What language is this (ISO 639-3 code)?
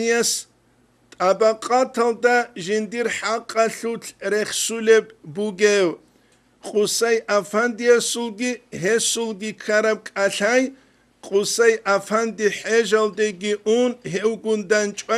ava